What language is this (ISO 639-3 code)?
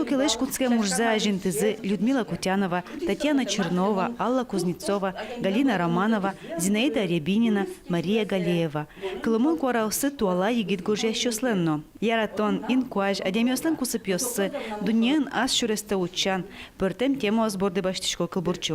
udm